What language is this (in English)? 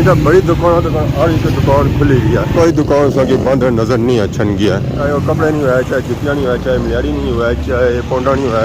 Pahari-Potwari